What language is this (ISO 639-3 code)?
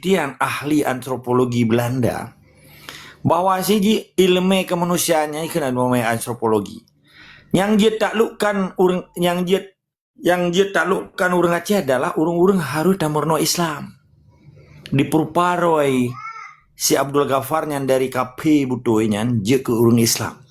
ace